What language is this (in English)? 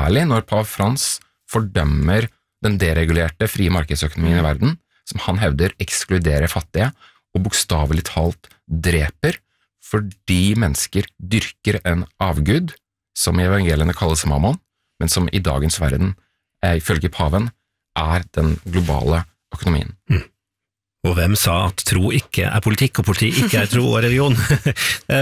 Norwegian